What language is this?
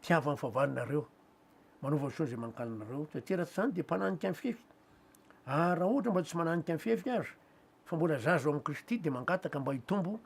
Malagasy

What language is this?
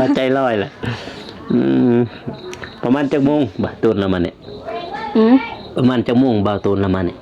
Lao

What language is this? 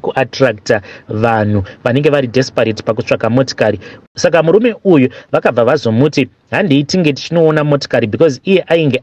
Shona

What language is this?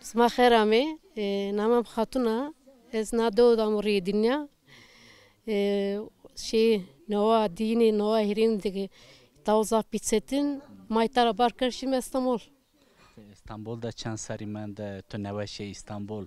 Zaza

